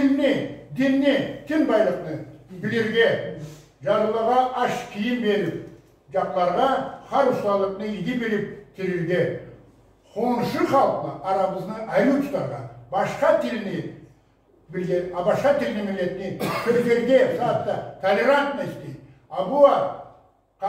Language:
Karachay-Balkar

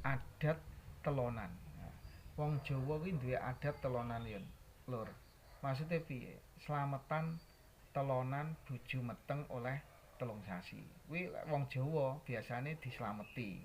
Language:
Javanese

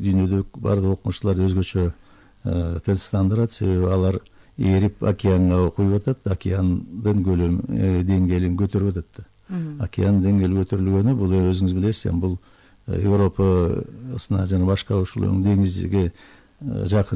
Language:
Kyrgyz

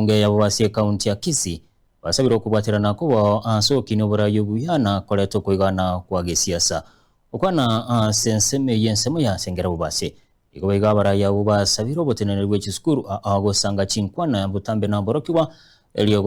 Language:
Gusii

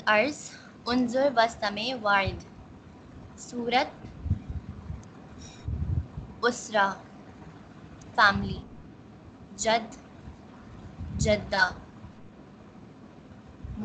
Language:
Urdu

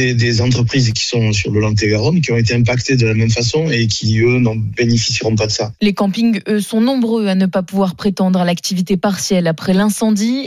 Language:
French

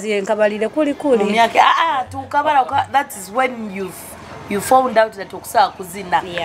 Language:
Nyoro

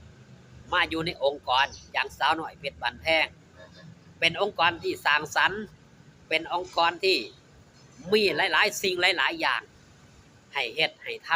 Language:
Northeastern Thai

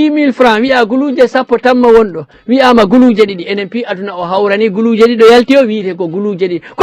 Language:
Fula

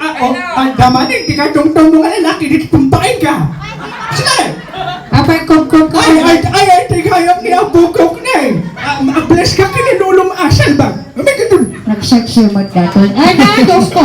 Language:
Iloko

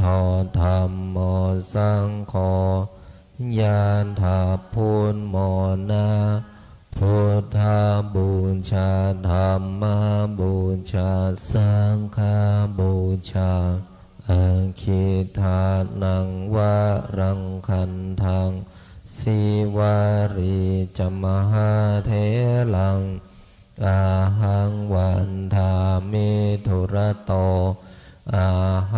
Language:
Pali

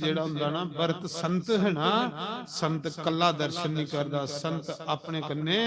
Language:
Dogri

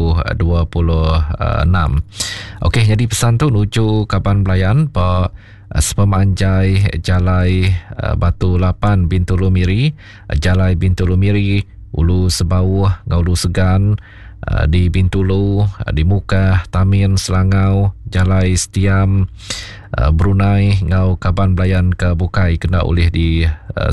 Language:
Iban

